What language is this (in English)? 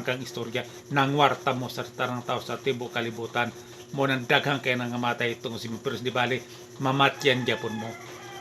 Cebuano